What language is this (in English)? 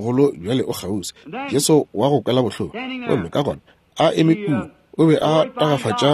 Northern Sotho